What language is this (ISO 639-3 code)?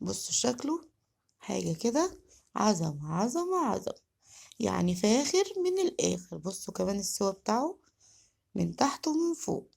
arz